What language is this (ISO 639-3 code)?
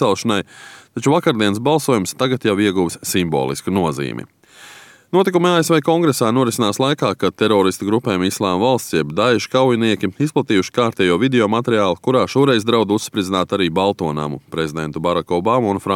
lav